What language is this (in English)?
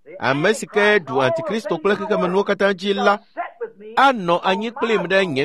Ewe